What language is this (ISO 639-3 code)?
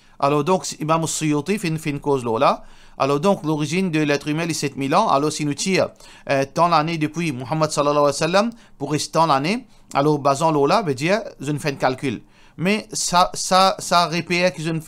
mfe